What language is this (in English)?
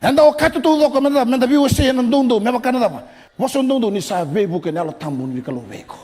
Fijian